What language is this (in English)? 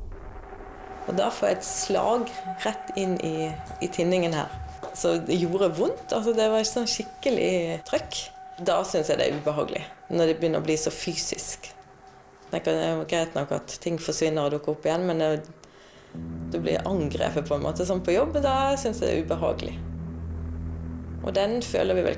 Norwegian